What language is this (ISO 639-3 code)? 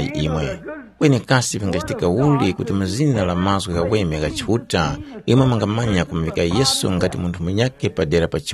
tum